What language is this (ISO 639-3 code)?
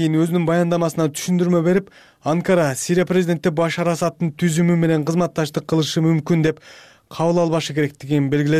kir